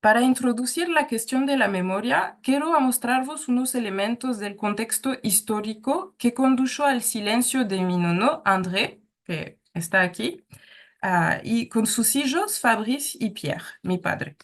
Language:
Ladino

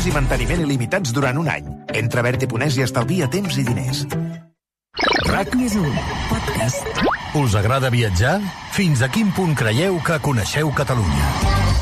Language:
Catalan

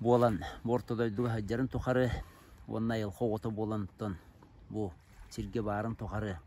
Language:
Yakut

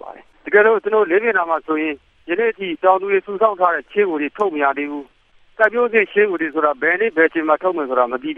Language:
Burmese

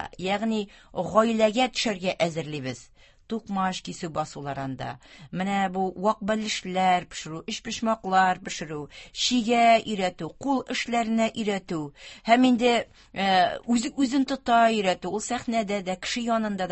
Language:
Tatar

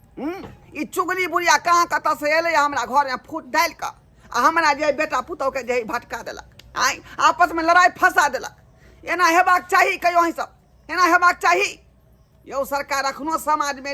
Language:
Maithili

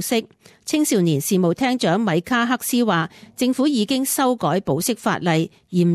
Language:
Cantonese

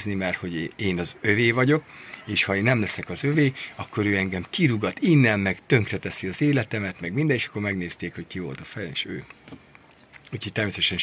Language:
Hungarian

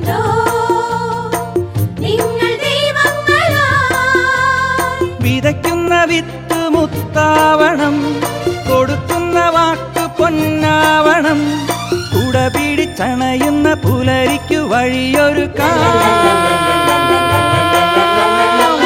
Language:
Malayalam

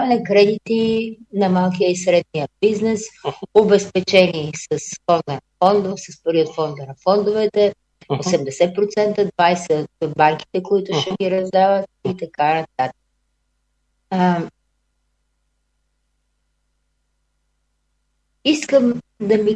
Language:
Bulgarian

